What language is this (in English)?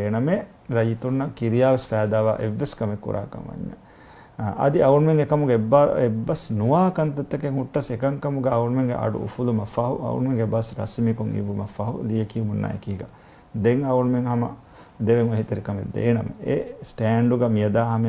Divehi